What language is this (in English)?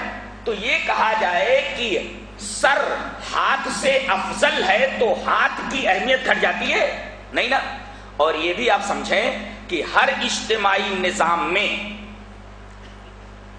Urdu